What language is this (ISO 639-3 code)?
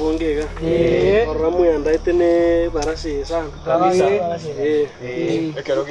guz